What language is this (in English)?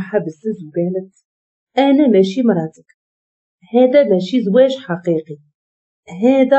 Moroccan Arabic